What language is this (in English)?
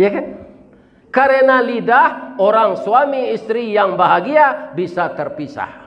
Minangkabau